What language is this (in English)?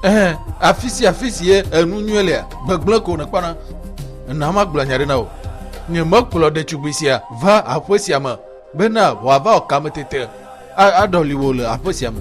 Ewe